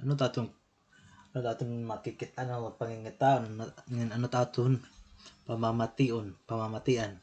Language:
Waray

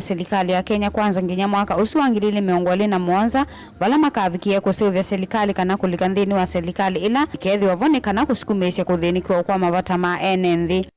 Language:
Kamba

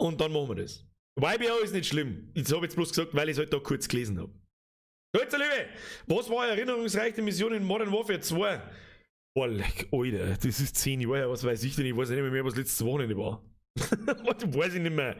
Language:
Bavarian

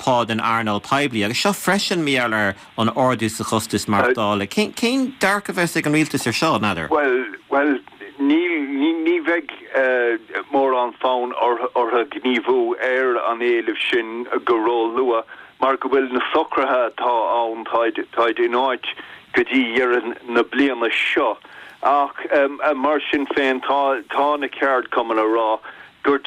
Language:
Irish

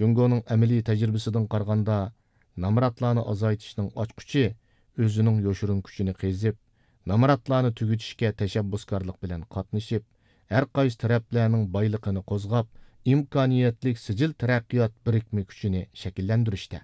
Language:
Uyghur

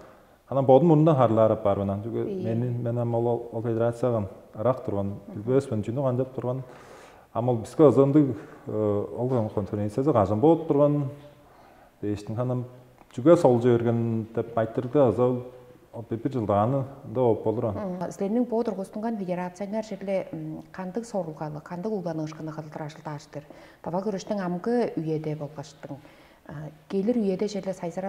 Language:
Tuvinian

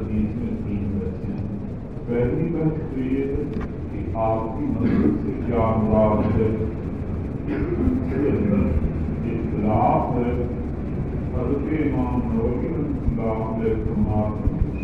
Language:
Urdu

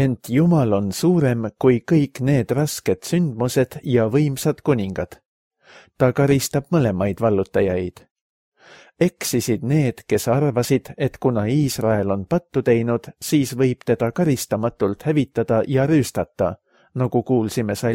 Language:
Estonian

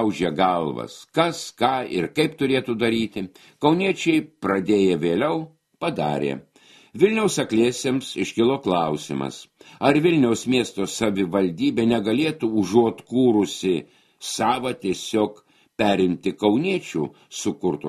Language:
Lithuanian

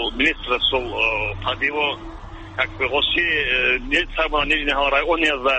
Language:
Avaric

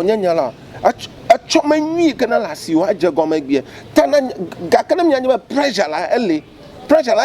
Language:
Ewe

